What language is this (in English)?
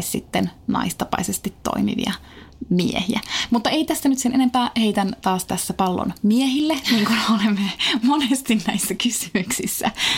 Finnish